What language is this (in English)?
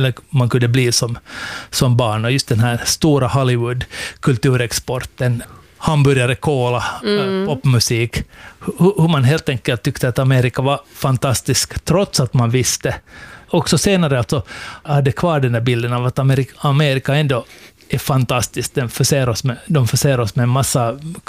Swedish